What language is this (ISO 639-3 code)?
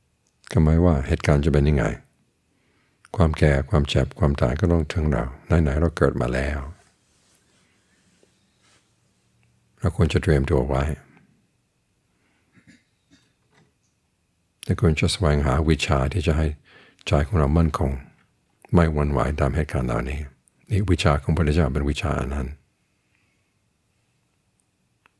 tha